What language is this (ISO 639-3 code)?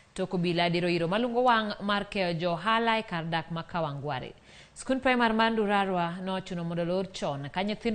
luo